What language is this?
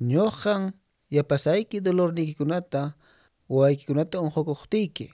Quechua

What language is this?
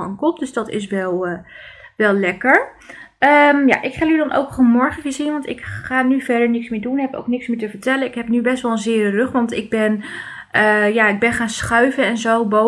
Dutch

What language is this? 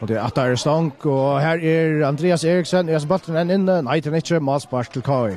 Faroese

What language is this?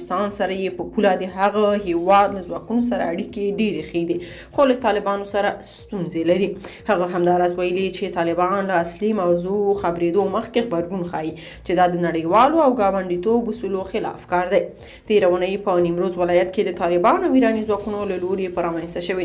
Pashto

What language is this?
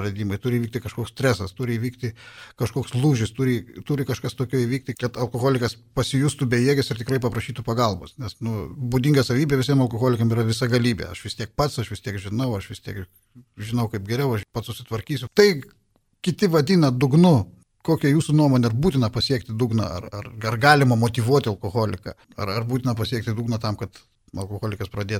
Lithuanian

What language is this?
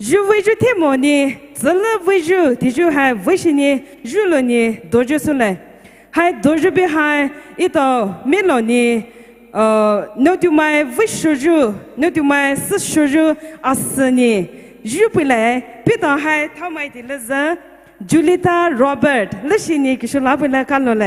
Poumei Naga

